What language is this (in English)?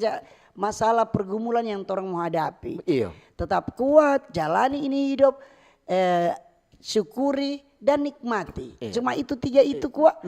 Manado Malay